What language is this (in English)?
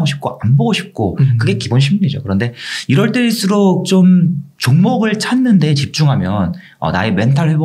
Korean